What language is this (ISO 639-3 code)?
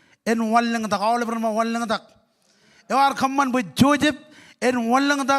mah